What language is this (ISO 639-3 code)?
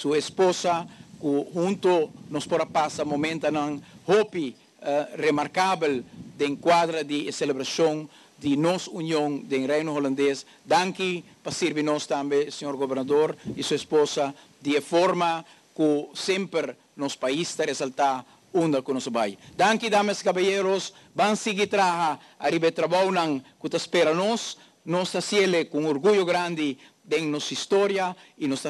pap